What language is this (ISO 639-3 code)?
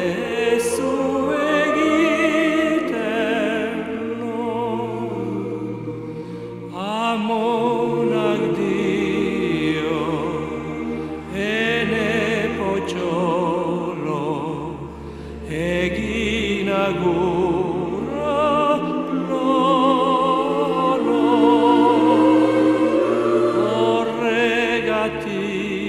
eus